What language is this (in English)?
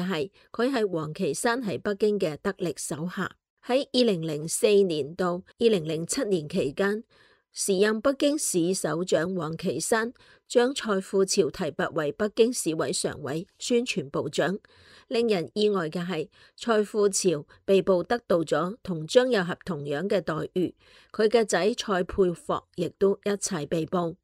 Cantonese